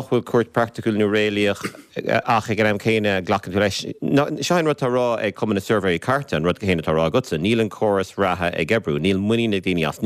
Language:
Irish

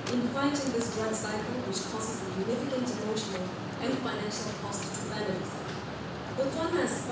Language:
Tswana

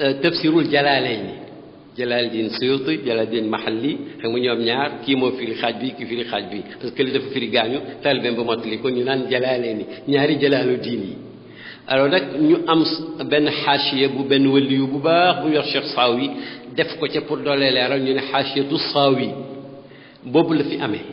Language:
Wolof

